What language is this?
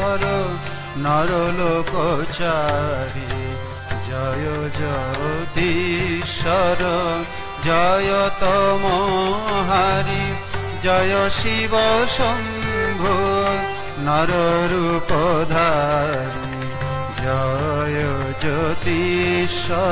Bangla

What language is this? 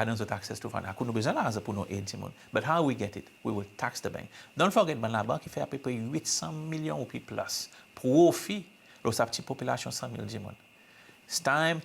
Seselwa Creole French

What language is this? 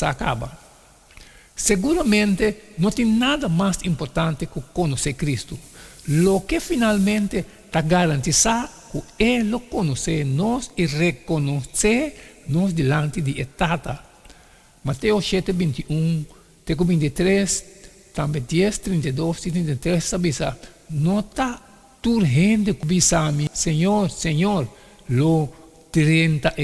Papiamento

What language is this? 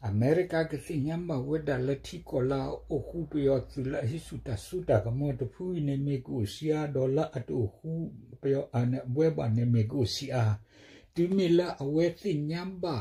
S'gaw Karen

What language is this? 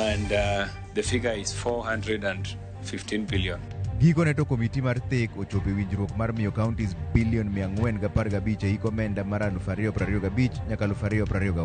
Luo (Kenya and Tanzania)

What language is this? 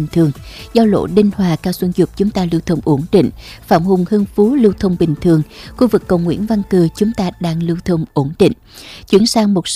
Vietnamese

